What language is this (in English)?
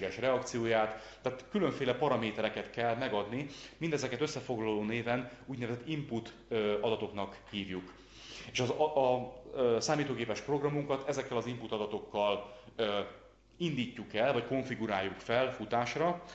Hungarian